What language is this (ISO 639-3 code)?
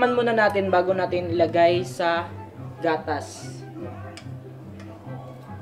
fil